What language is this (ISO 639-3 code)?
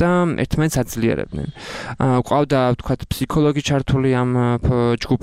kat